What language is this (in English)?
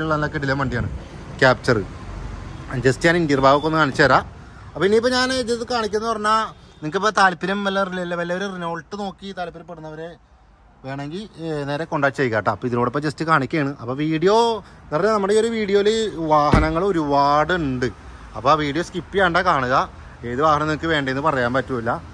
Malayalam